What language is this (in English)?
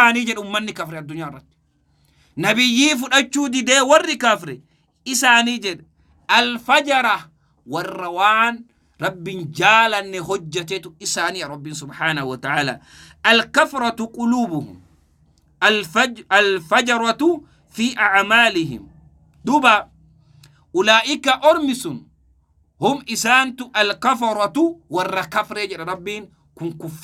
Oromo